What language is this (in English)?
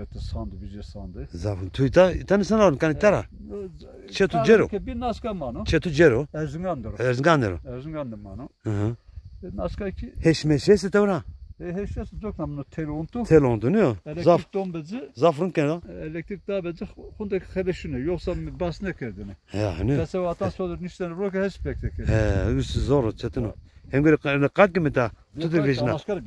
Zaza